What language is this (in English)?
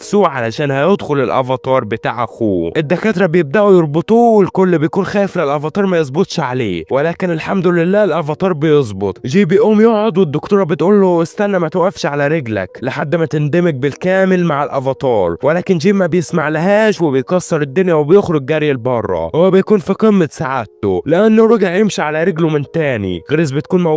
Egyptian Arabic